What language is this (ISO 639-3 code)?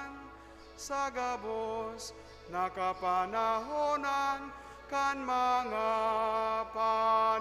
bik